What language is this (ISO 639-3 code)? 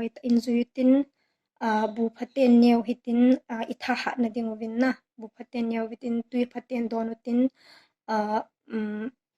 tcz